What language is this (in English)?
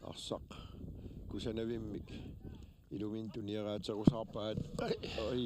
Kalaallisut